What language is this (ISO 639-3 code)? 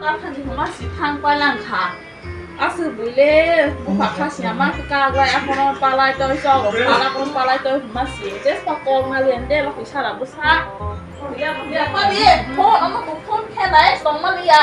trp